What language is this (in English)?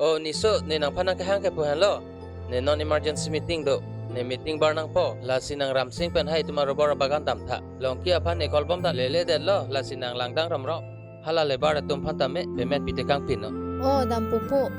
Karbi